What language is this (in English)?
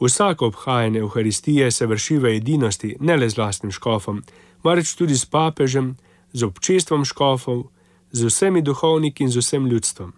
Slovenian